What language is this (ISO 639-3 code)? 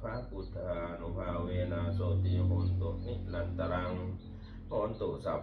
pli